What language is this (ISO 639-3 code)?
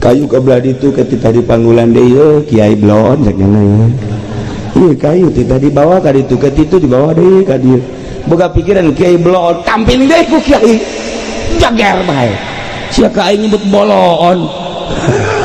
sun